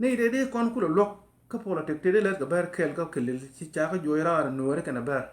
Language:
Nuer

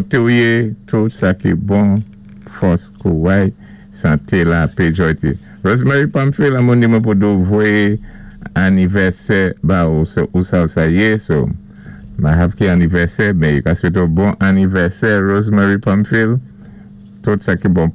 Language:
Saint Lucian Creole French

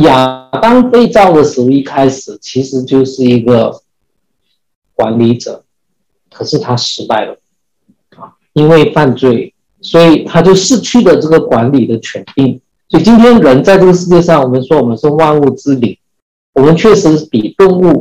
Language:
Chinese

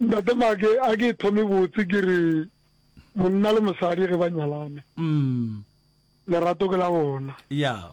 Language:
Northern Sotho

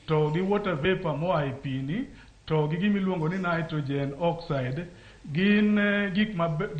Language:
Luo (Kenya and Tanzania)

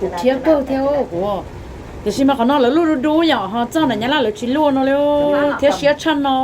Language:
Hmong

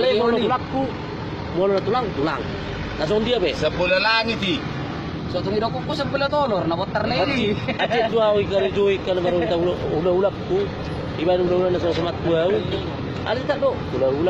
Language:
Batak Toba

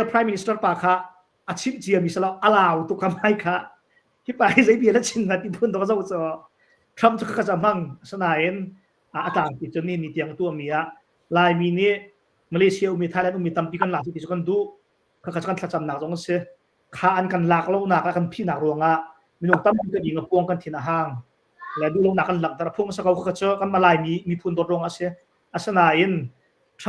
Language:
Hakha Chin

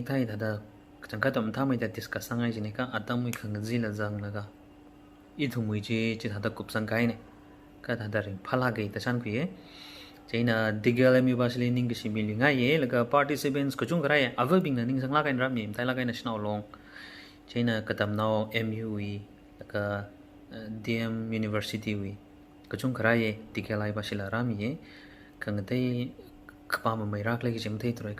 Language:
Tangkhul Naga (India)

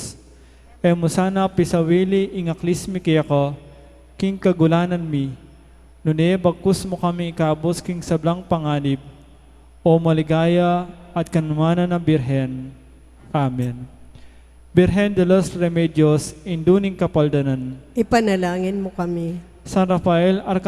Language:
Pampanga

